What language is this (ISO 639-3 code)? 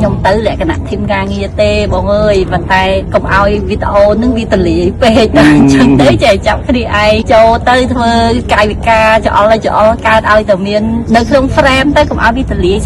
khm